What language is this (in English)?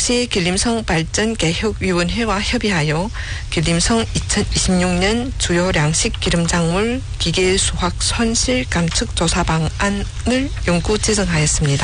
Korean